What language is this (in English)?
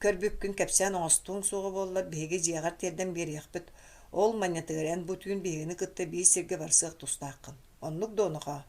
Yakut